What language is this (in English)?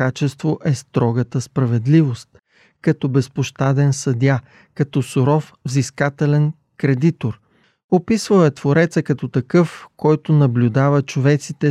Bulgarian